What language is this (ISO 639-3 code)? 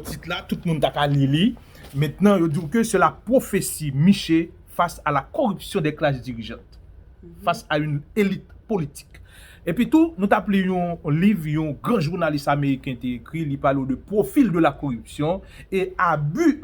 hat